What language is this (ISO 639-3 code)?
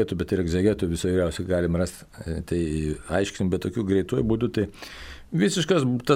lit